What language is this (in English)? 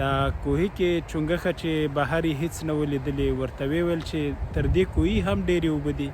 Pashto